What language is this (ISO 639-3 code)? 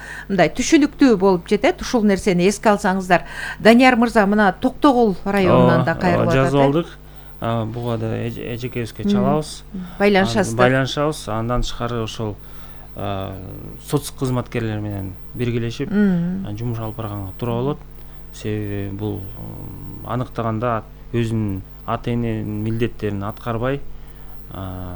kir